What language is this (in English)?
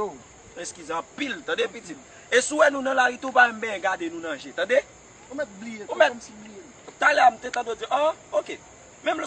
Haitian Creole